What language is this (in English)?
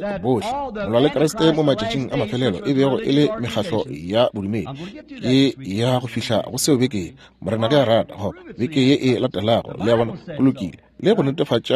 Northern Sotho